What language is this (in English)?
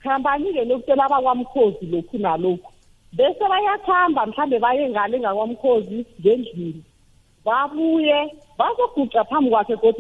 South Ndebele